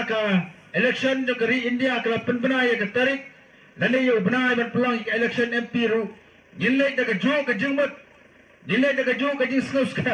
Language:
Khasi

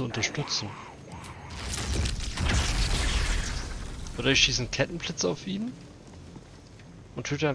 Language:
German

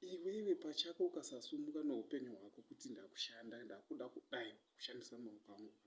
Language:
Shona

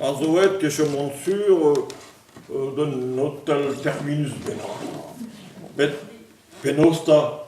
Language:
Breton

